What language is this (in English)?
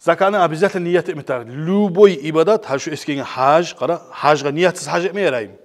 Kumyk